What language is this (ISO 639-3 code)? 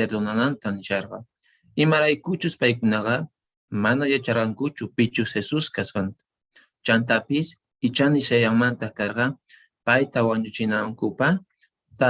que